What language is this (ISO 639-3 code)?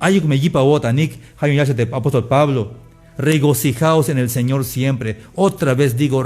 tzh